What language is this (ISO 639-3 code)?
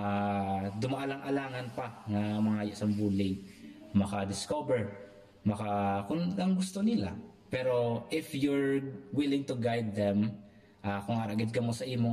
hil